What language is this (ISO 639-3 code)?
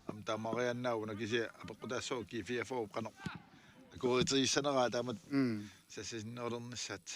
kal